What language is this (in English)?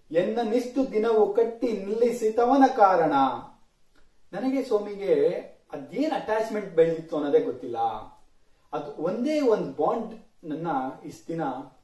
Kannada